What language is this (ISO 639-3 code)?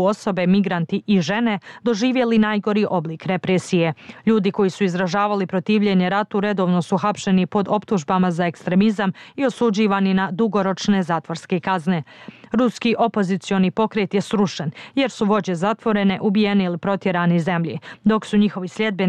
bos